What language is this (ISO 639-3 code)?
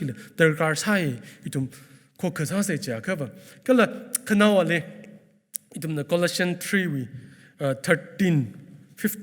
nmf